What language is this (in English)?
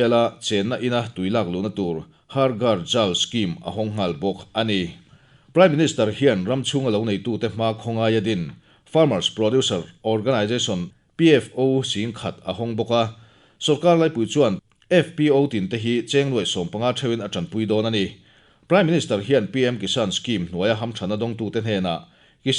Mizo